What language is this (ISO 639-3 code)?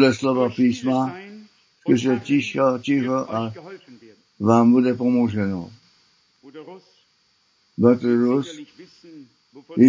ces